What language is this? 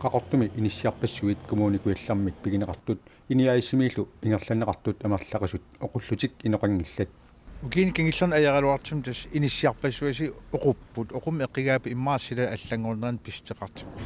Kalaallisut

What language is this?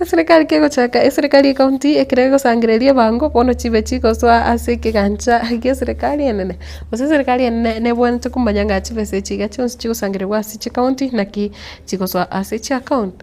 Gusii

